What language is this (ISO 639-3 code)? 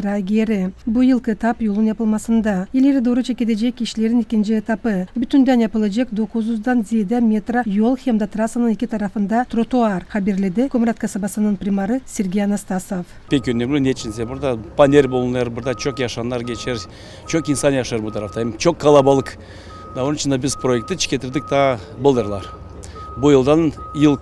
gag